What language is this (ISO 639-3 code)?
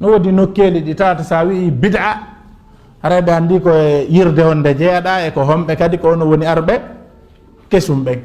ful